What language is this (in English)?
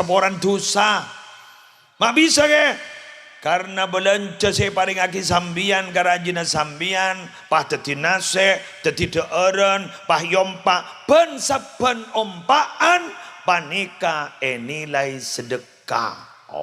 Madurese